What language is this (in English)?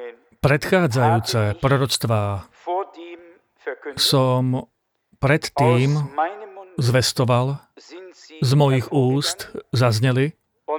Slovak